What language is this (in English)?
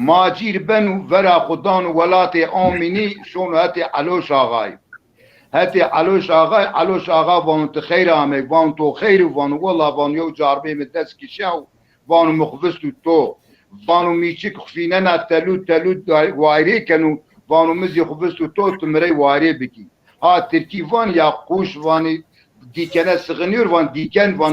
Zaza